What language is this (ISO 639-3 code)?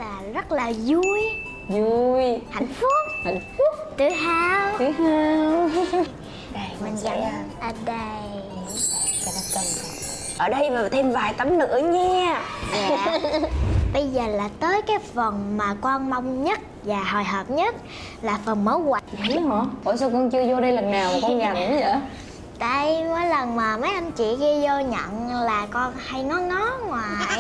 vie